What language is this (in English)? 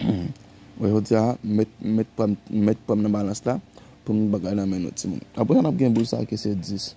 Haitian Creole